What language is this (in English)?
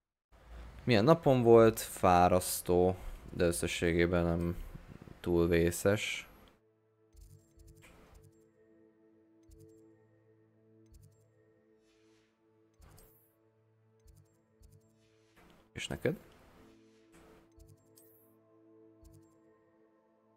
Hungarian